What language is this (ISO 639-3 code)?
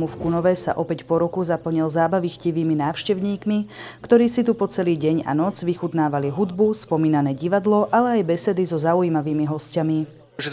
slk